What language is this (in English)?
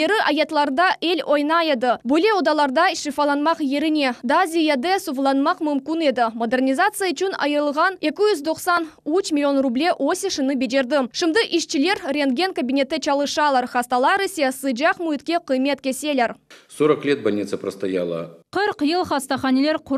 Crimean Tatar